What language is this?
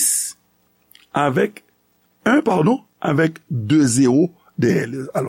Haitian Creole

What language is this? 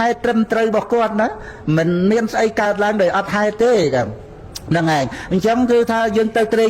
Khmer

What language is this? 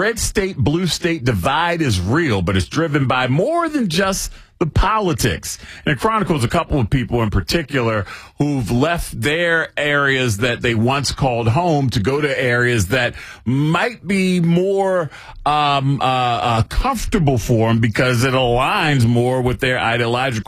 English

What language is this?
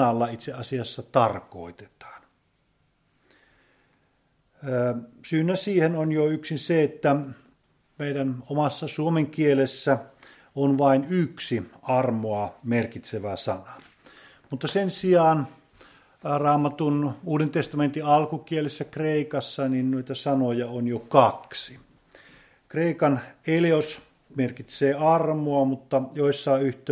Finnish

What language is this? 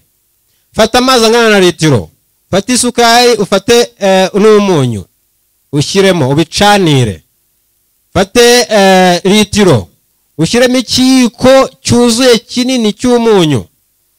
Kinyarwanda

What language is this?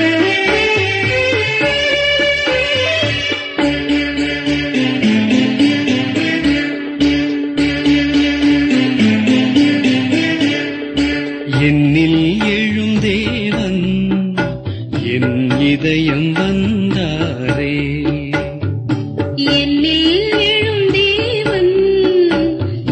Tamil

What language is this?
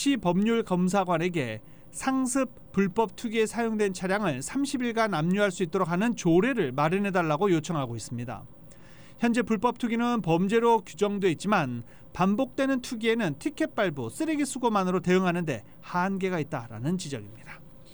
Korean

